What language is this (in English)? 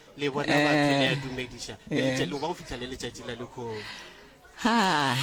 Northern Sotho